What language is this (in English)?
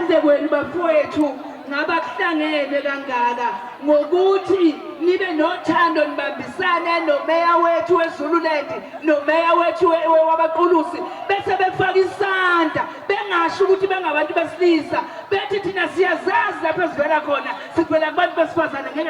Zulu